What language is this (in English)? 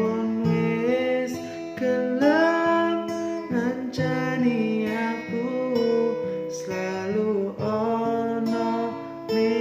Javanese